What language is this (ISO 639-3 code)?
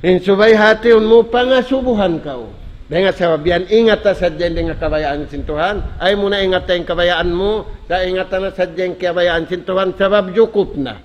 tsg